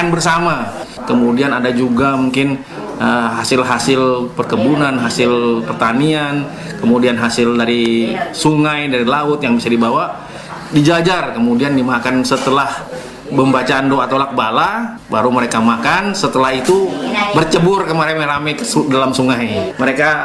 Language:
Indonesian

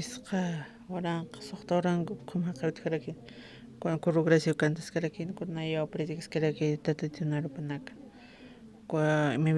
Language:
Aymara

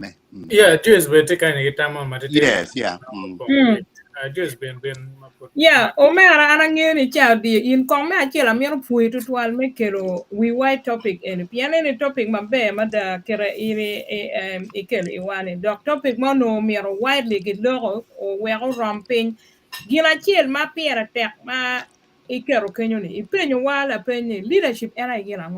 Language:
Acoli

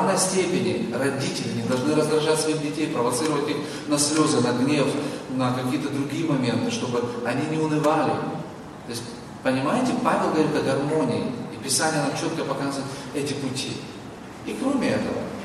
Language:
Russian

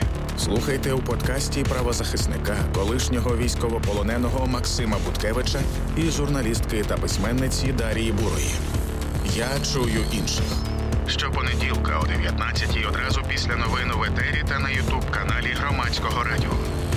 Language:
Ukrainian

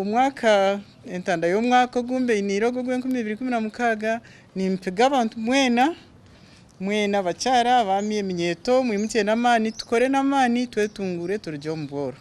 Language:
Nyankole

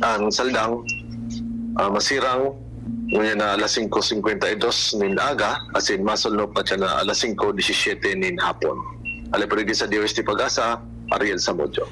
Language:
Bikol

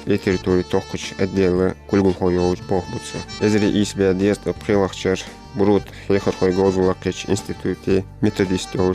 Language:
Ingush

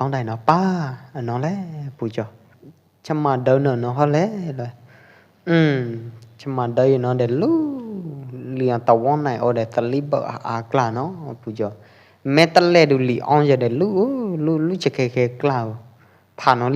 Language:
Pwo Eastern Karen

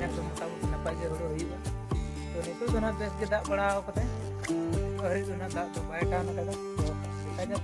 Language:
Santali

